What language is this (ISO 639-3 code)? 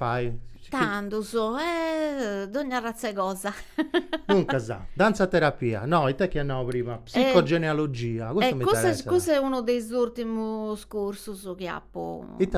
srd